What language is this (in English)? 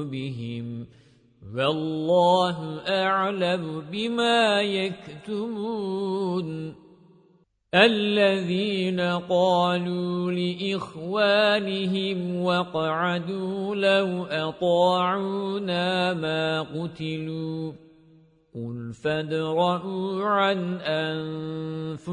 Arabic